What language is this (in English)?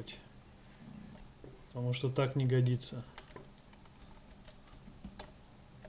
Russian